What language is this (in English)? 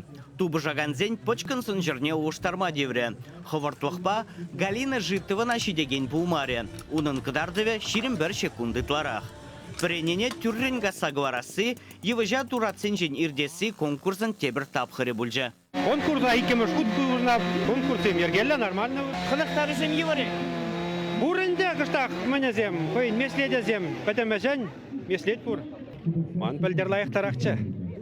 Chuvash